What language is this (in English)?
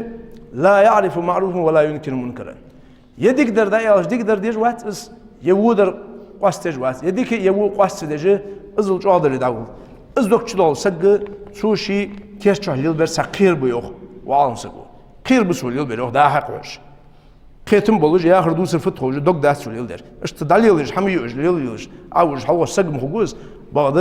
Ingush